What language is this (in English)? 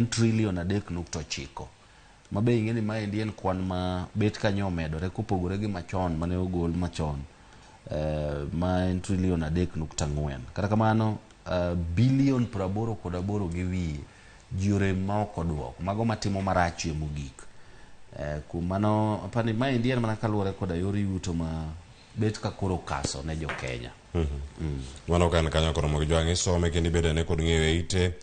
Luo (Kenya and Tanzania)